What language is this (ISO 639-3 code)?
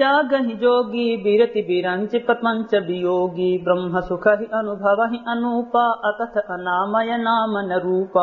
awa